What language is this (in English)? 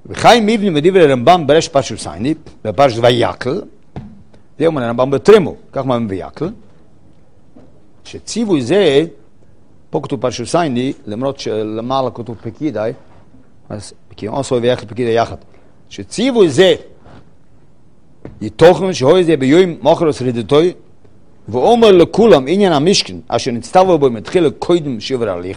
Hebrew